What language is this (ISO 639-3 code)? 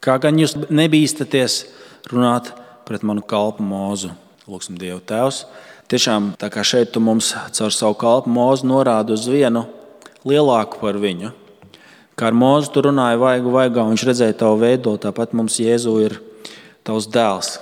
lav